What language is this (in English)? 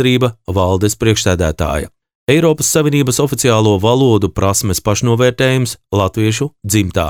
Latvian